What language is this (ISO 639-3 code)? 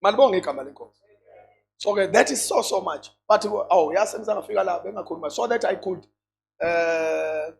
zul